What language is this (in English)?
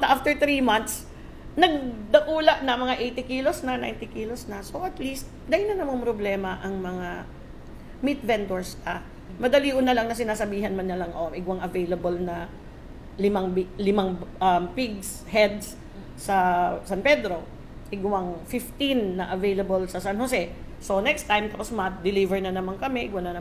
Bikol